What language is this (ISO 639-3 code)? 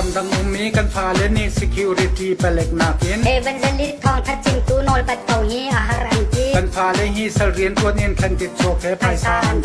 cnh